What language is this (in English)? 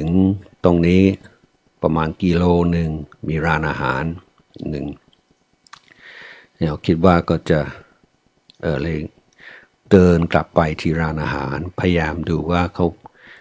Thai